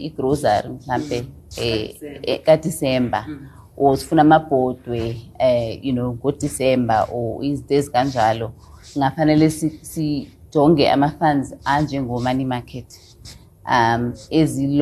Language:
Xhosa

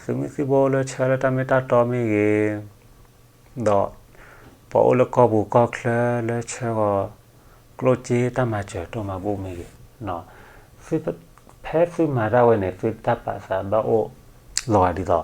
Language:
S'gaw Karen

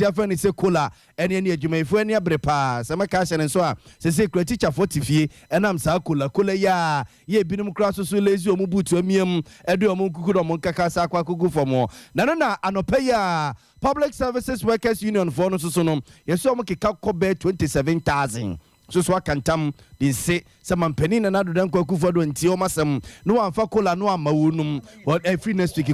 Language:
Akan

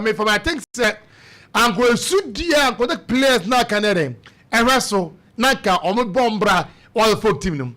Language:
Akan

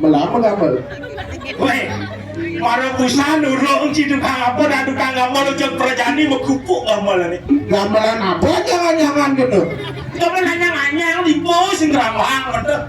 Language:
Balinese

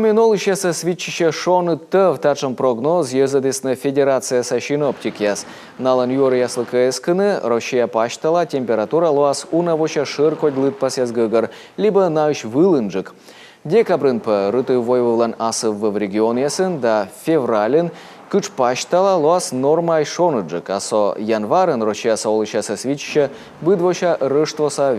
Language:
Komi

